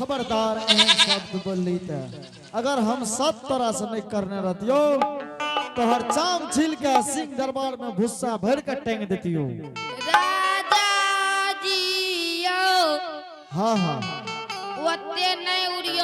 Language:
Angika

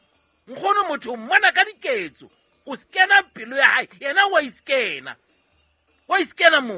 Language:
Southern Sotho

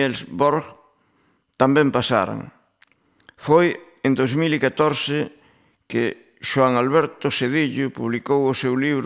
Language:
Galician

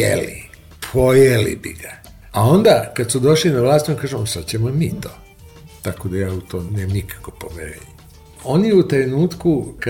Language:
Serbian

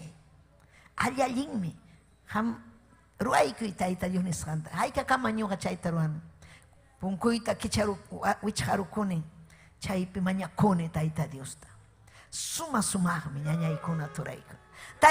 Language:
Ayacucho Quechua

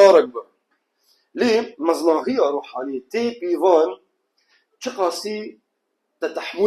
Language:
Kurdish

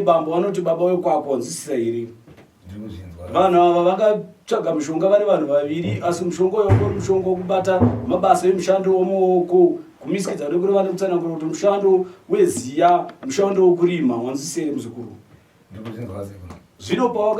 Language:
Shona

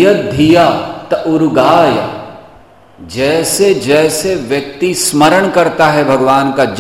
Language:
Hindi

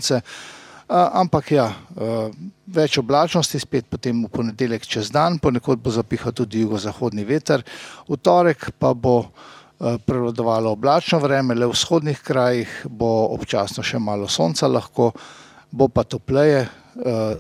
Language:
Slovenian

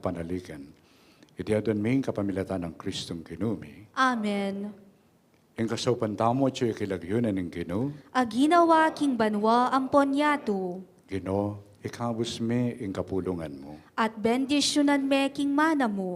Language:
Pampanga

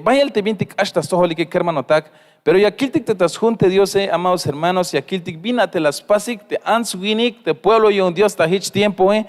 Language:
Tzeltal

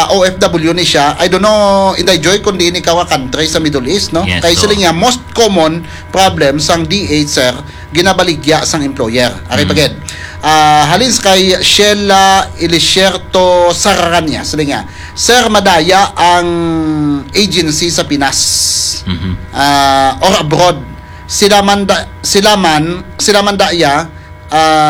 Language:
Hiligaynon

